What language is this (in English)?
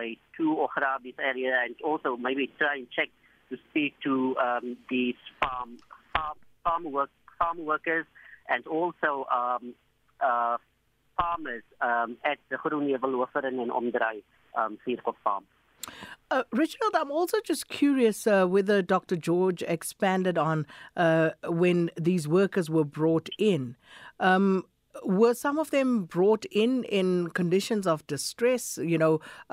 English